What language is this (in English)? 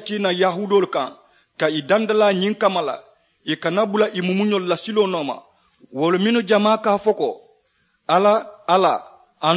Mandingo